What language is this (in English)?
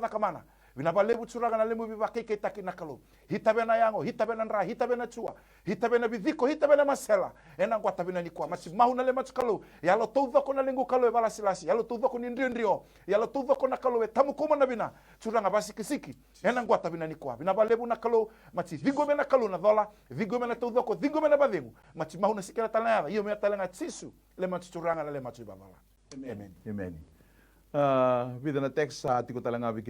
Fijian